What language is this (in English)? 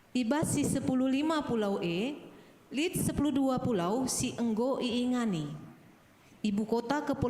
Batak Karo